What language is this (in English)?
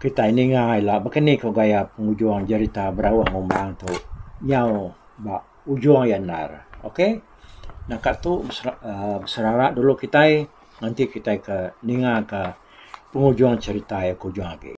Iban